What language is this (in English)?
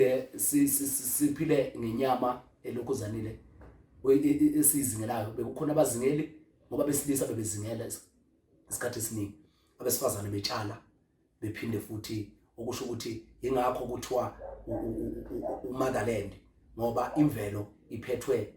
Zulu